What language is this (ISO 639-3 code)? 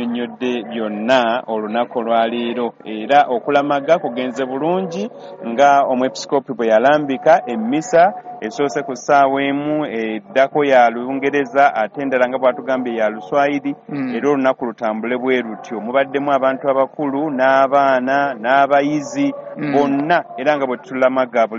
lug